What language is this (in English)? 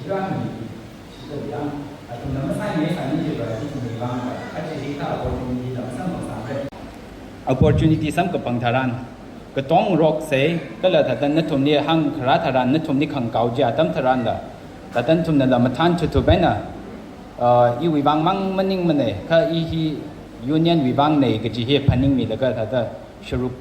Tangkhul Naga (India)